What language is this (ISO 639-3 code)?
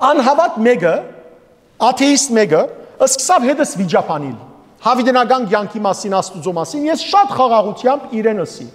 hyw